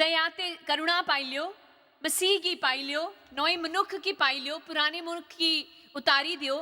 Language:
Dogri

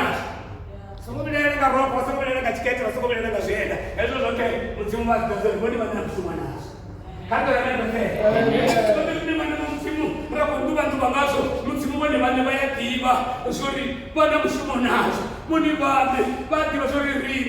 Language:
Venda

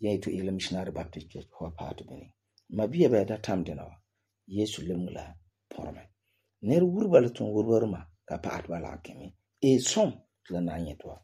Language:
Frafra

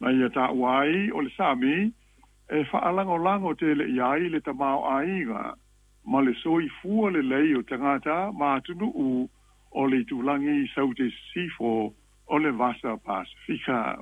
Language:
Samoan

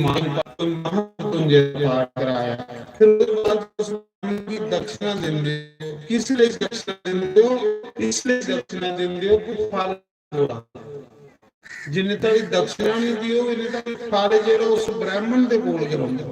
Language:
Dogri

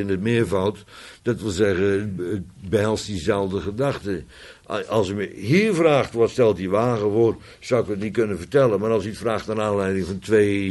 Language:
Dutch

